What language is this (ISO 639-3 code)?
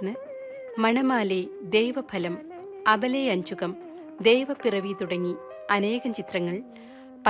mal